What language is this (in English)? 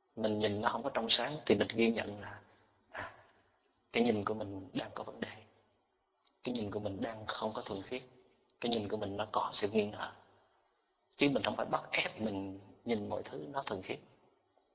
Vietnamese